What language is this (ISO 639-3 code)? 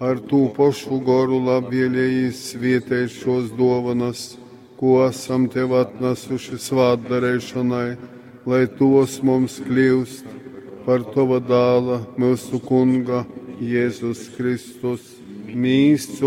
ltg